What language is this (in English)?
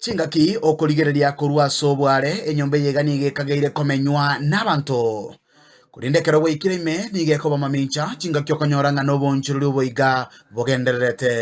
Gusii